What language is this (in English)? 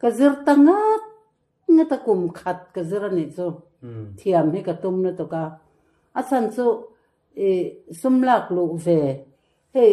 Mizo